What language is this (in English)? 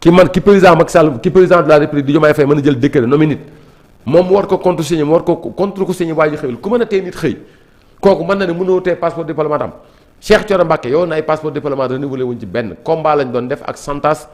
Wolof